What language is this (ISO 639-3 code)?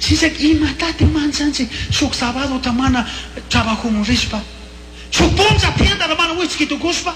qug